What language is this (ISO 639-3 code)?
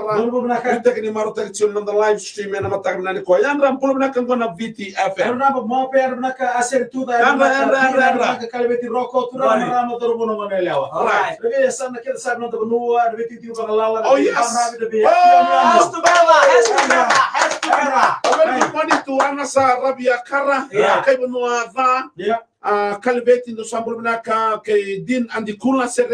fij